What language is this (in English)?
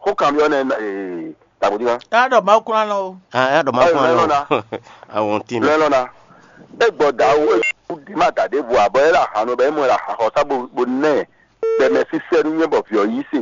Fon